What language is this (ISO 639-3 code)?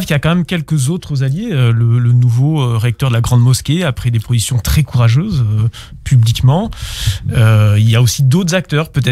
fra